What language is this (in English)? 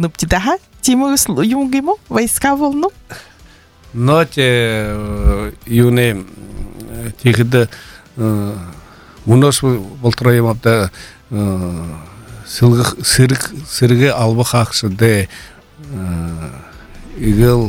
Buriat